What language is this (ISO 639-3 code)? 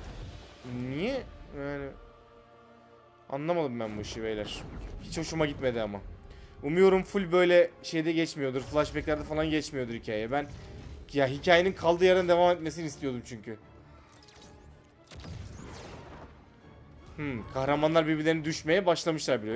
tur